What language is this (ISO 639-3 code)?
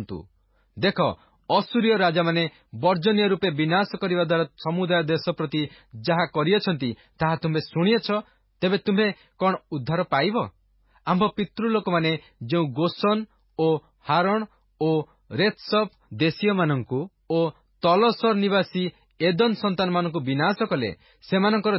ori